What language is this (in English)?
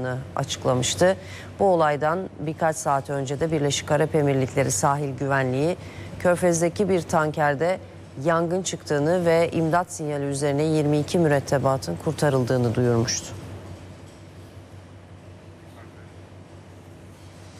Turkish